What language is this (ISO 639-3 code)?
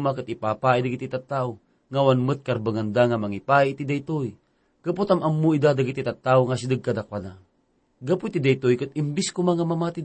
ilo